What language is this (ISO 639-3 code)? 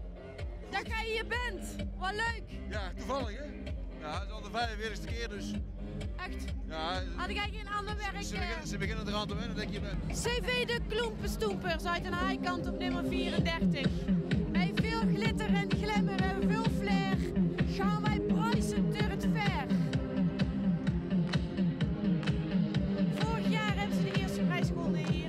nld